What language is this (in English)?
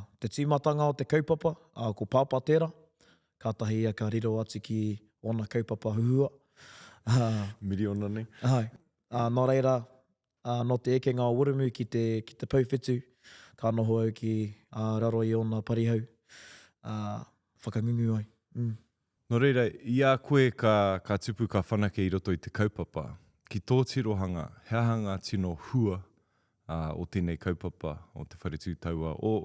Māori